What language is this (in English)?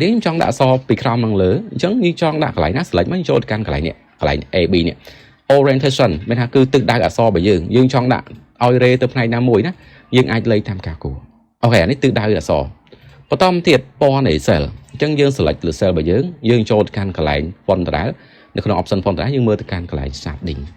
Khmer